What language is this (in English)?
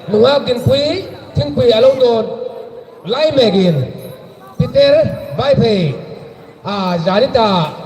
Hmar